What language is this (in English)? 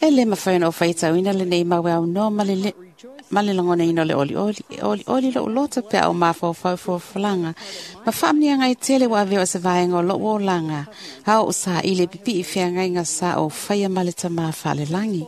Samoan